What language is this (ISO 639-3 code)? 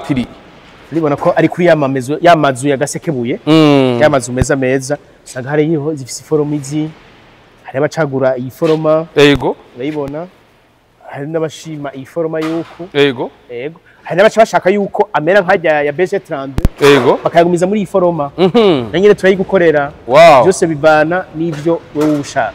run